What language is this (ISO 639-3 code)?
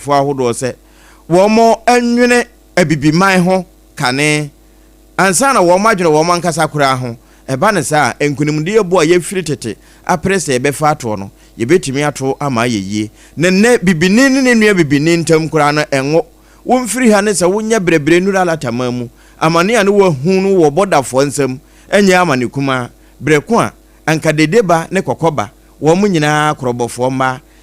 aka